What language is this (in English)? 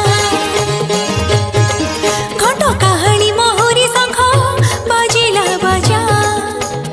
Odia